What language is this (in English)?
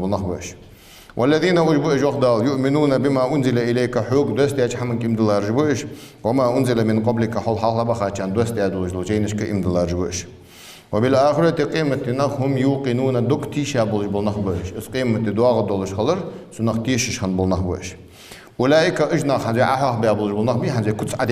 Ingush